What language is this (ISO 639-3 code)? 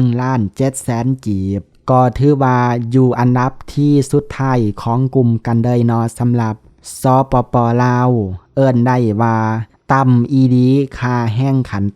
lao